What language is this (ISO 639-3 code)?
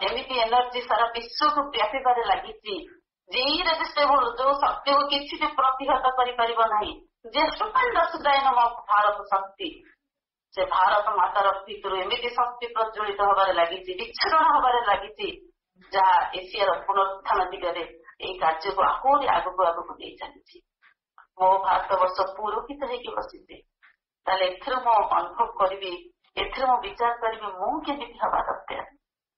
ori